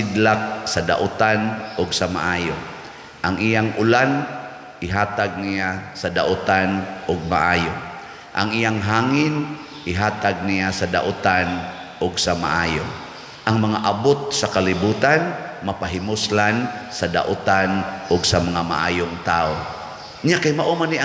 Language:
Cebuano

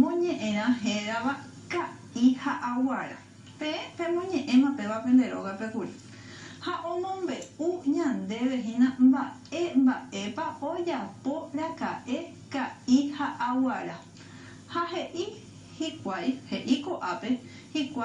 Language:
Guarani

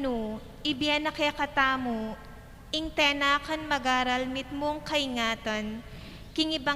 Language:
Pampanga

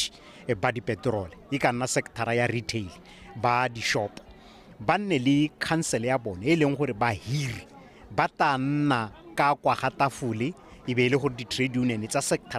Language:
Tswana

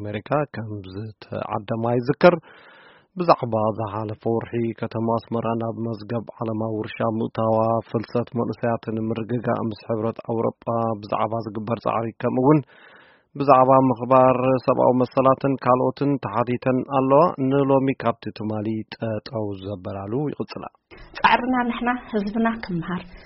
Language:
Tigrinya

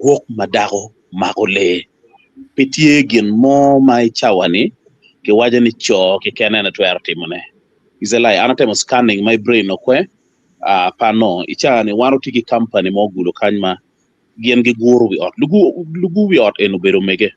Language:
Acoli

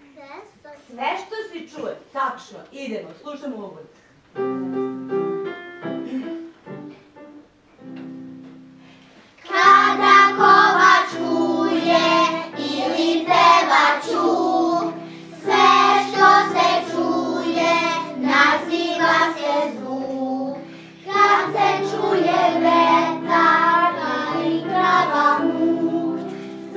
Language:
Serbian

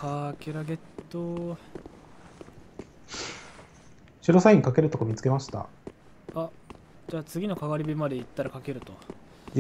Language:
Japanese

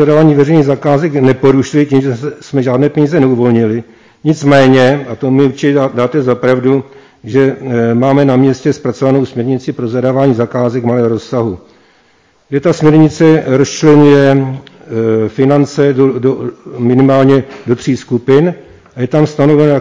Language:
Czech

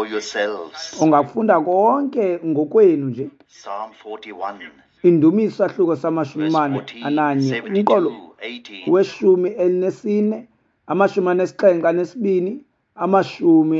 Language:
Xhosa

